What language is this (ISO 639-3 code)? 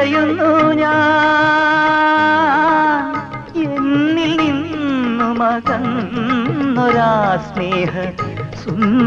mal